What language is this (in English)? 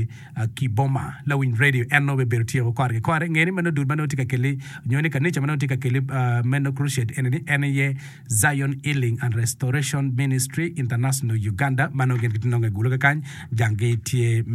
Acoli